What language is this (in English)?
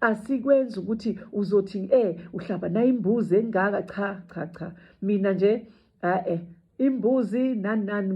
Zulu